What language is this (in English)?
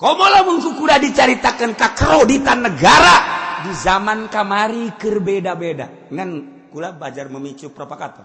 Sundanese